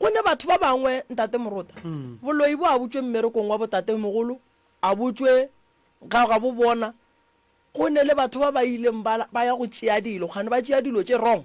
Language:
Northern Sotho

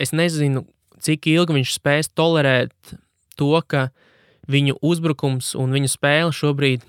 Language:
Latvian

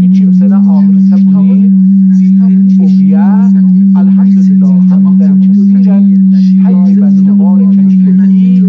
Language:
South Azerbaijani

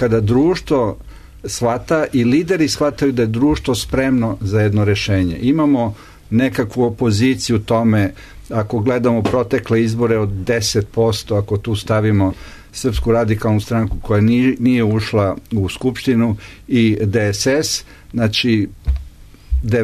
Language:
Serbian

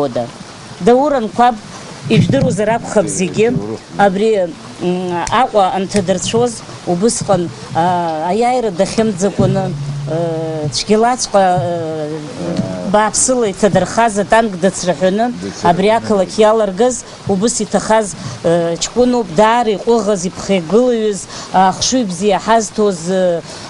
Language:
Abkhazian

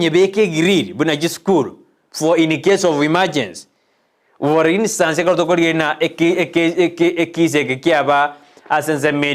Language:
Gusii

